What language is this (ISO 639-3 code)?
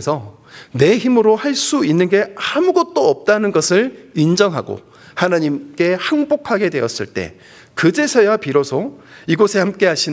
kor